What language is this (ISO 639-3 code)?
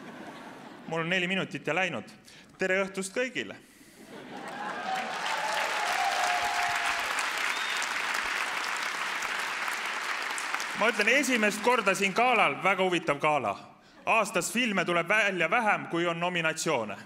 est